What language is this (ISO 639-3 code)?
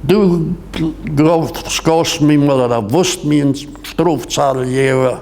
pdt